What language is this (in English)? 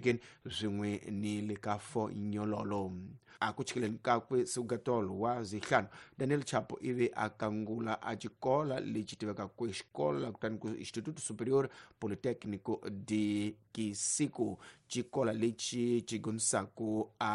Tsonga